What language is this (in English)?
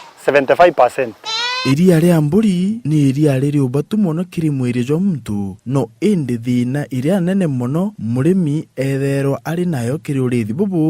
Meru